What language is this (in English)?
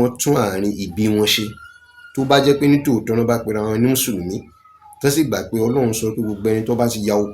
Yoruba